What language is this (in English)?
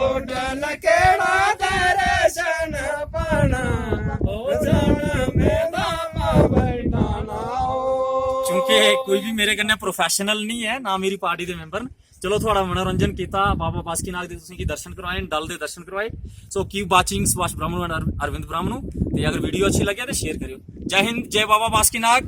Dogri